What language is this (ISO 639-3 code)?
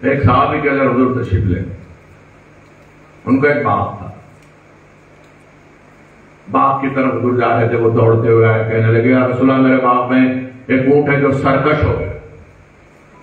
urd